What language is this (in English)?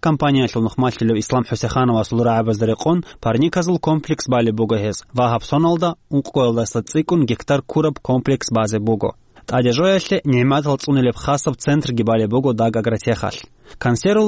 Avaric